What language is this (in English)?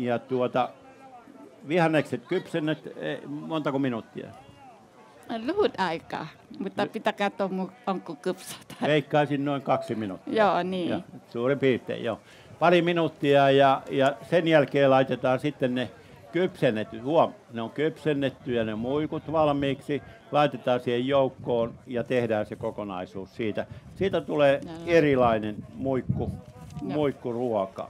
Finnish